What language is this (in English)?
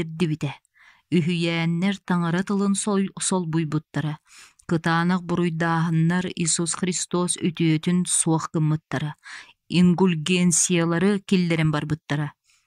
Yakut